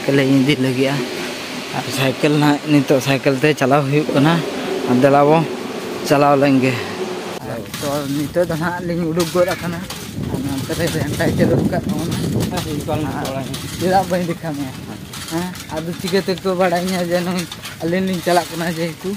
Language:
Santali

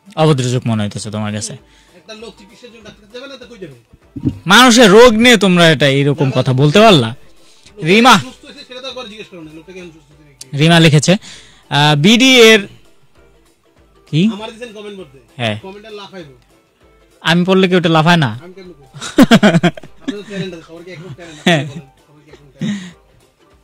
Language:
Bangla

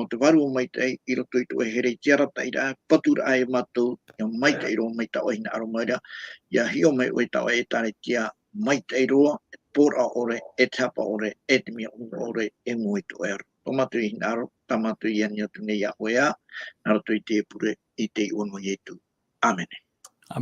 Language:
Tahitian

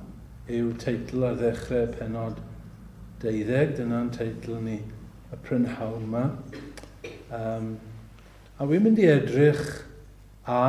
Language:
Welsh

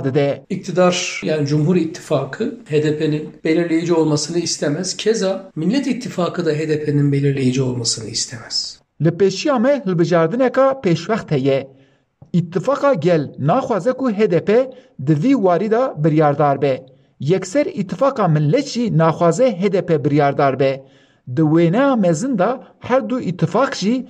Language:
Kurdish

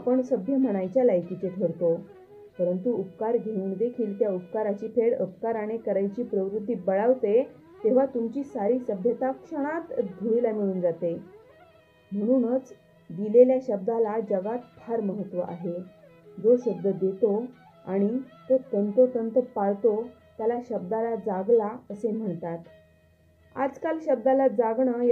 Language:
Marathi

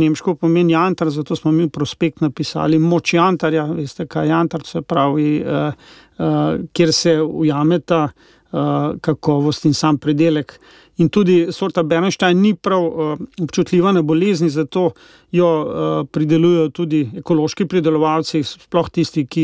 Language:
Slovenian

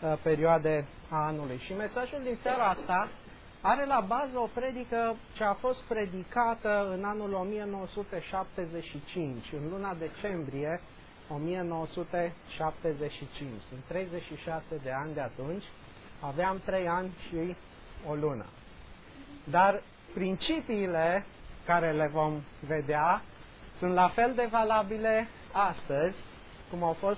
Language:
Romanian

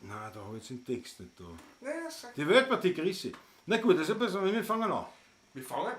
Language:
Bavarian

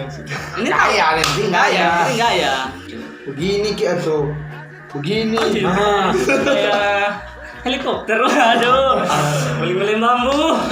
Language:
Manado Malay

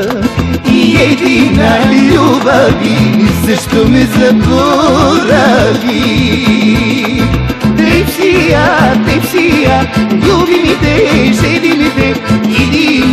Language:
Serbian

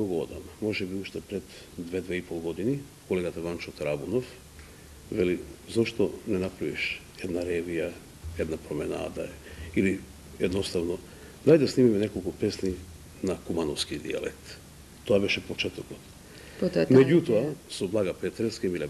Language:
Macedonian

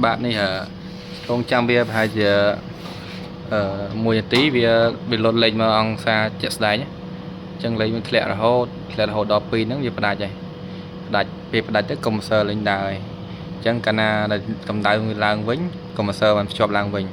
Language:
Khmer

